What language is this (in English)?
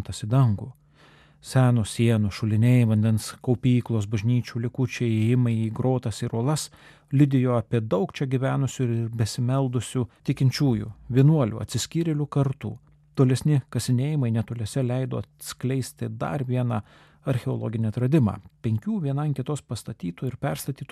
Lithuanian